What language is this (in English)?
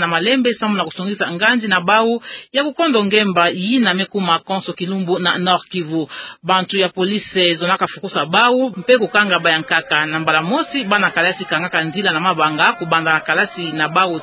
Kituba (Democratic Republic of Congo)